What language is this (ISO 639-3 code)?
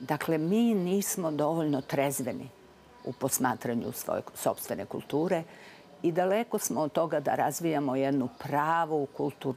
srp